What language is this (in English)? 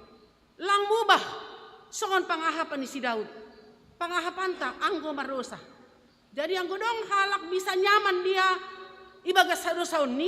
Batak Simalungun